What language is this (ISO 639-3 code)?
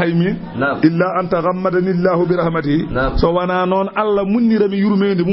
ful